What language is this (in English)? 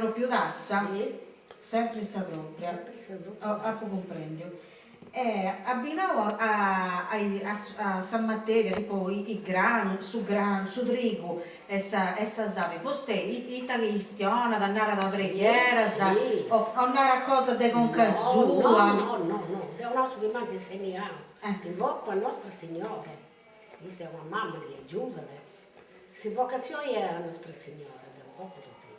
Sardinian